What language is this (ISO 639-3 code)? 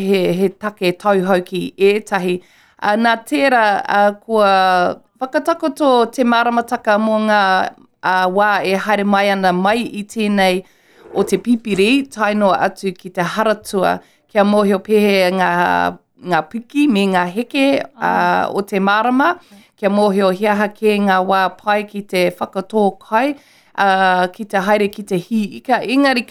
mri